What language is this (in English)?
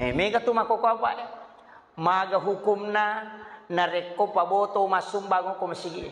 Buginese